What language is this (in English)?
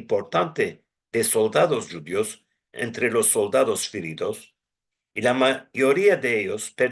Ladino